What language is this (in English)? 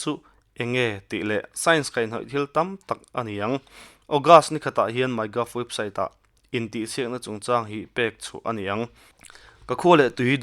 Mizo